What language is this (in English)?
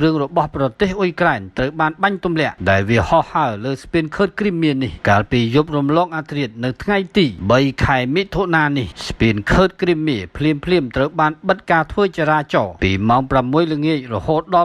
Khmer